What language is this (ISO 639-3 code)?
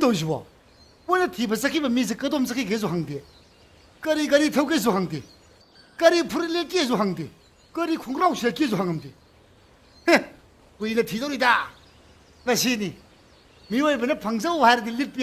mni